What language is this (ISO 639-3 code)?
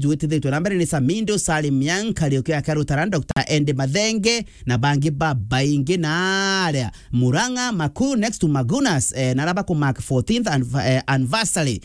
mer